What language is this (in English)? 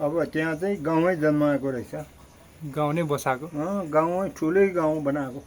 Nepali